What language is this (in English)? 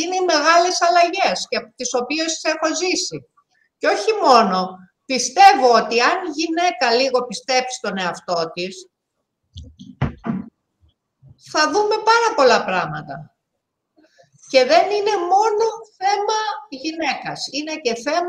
Greek